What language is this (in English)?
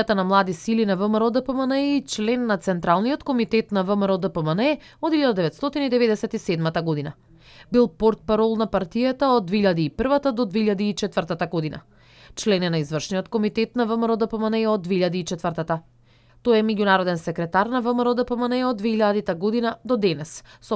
Macedonian